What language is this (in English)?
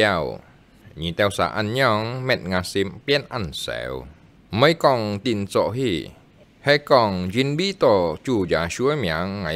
Hakka Chinese